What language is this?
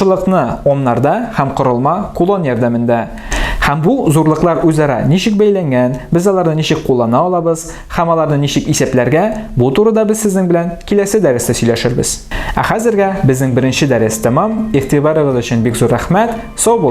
Tatar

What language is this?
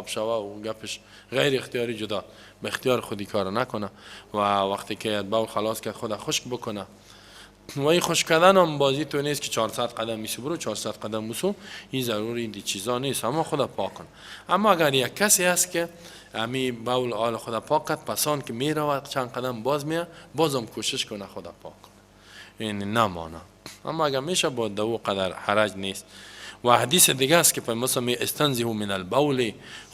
Persian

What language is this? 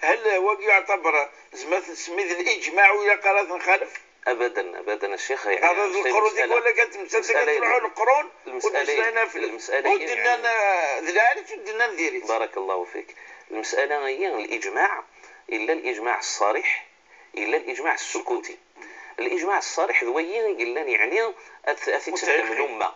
Moroccan Arabic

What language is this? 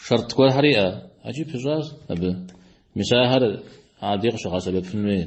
Kabardian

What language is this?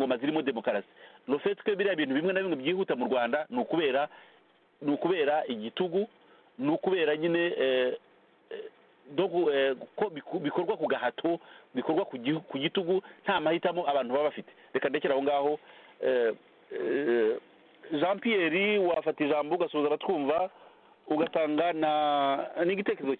Kinyarwanda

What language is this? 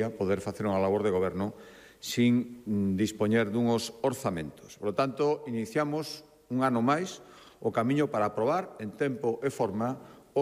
Galician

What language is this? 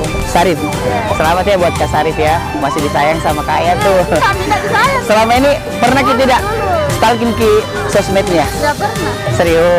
Makassar Malay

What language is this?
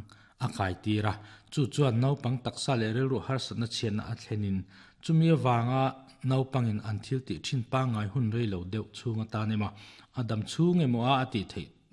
Mizo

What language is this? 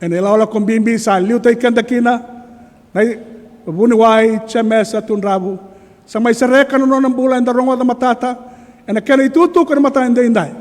Fijian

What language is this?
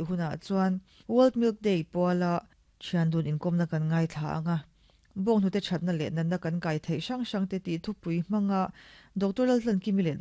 Mizo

